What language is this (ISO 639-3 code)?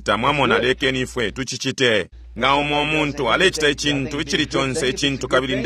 bem